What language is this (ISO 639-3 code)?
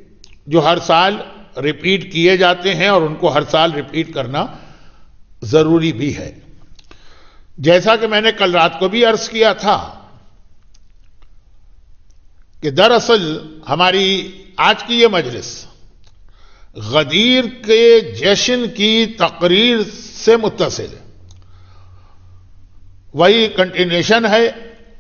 urd